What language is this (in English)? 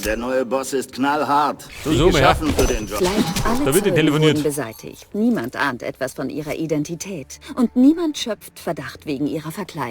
Bavarian